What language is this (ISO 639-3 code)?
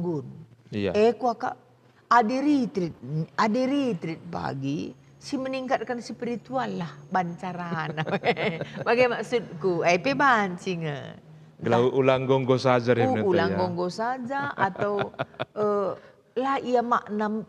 btx